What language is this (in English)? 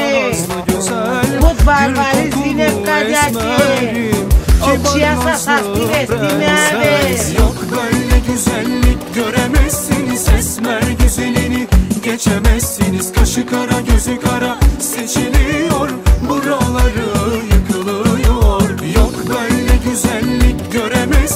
Turkish